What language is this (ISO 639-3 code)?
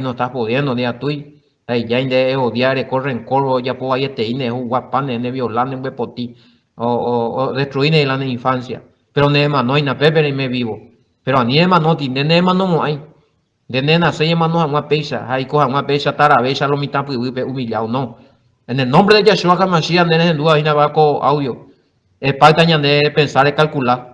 grn